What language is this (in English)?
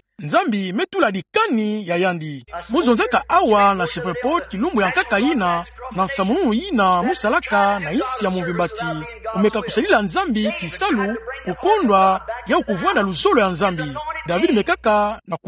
Kituba (Democratic Republic of Congo)